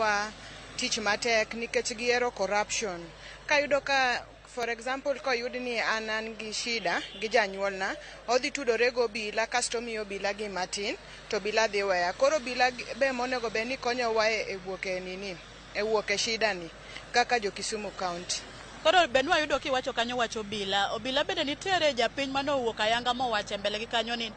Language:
Luo (Kenya and Tanzania)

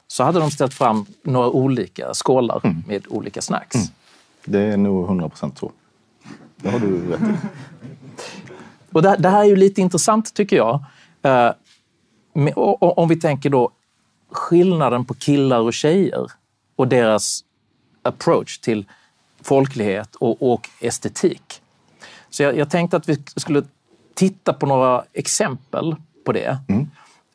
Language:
Swedish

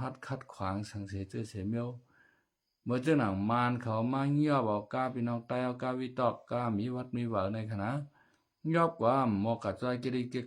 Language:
Shan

